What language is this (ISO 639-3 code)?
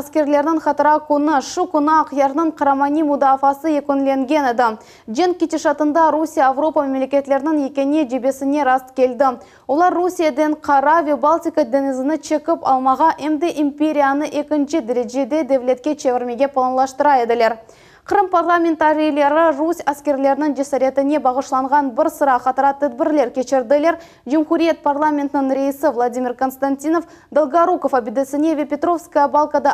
crh